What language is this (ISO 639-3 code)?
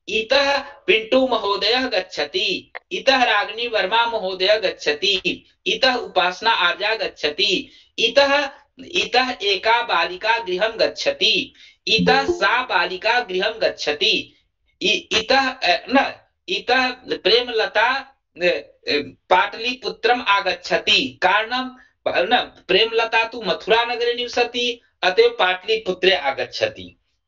san